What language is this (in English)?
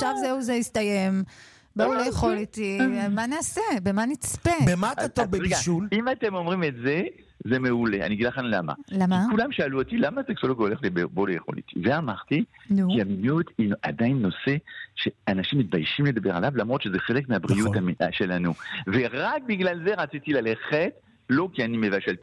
Hebrew